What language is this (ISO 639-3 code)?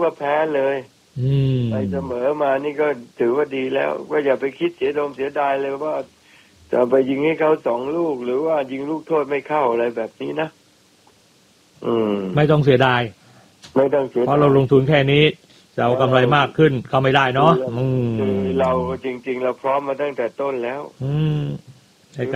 tha